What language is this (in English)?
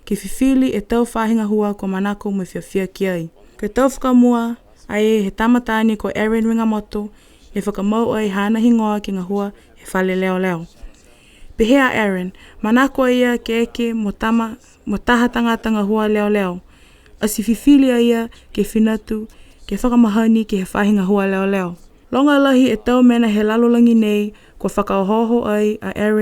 Niuean